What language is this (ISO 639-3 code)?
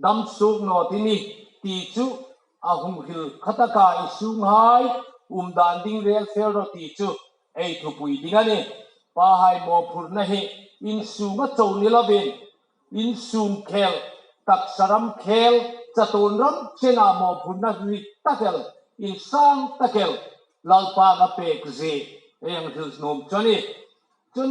hmr